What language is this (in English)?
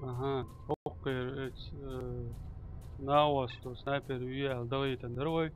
Chechen